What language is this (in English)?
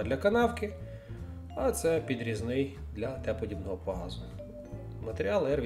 Ukrainian